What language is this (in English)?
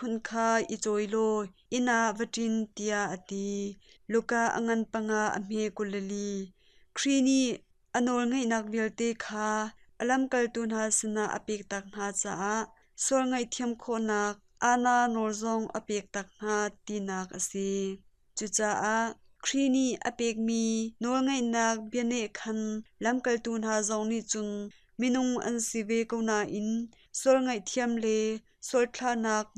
Hakha Chin